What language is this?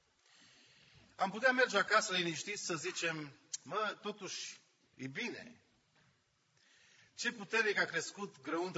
Romanian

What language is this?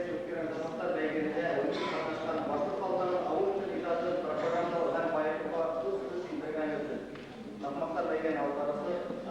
Bashkir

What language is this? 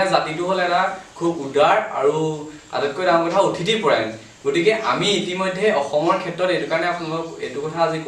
Assamese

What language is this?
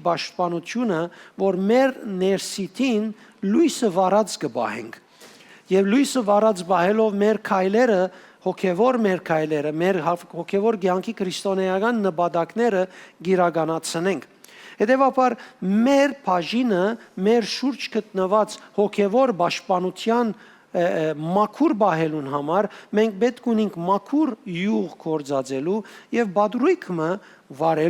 Western Armenian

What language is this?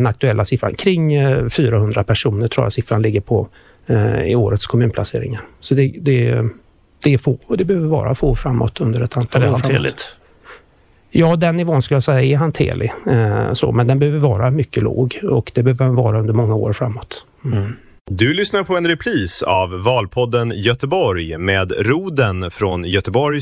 Swedish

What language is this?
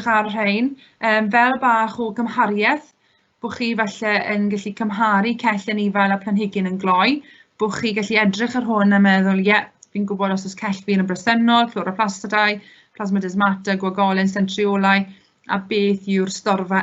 Welsh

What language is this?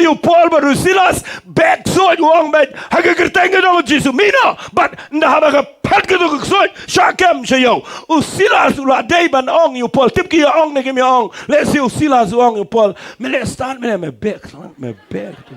Khasi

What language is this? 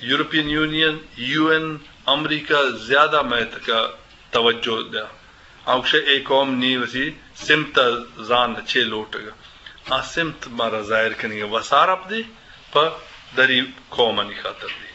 Eastern Balochi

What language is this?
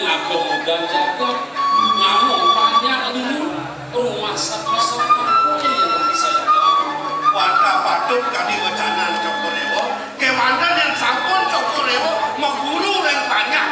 Balinese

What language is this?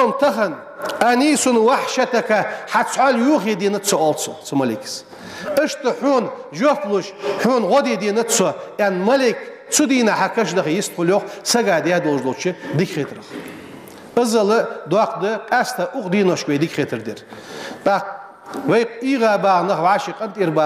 Ingush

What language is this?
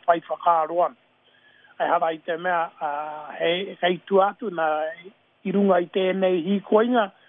Māori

